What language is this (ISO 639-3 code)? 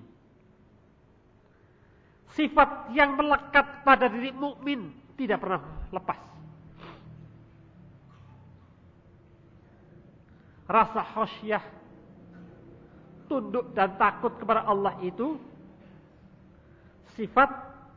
ind